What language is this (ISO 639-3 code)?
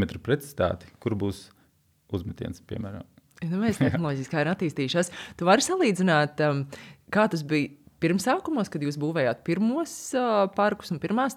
lav